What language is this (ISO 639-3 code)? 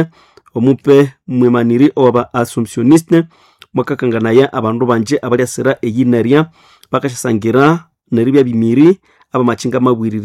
nnb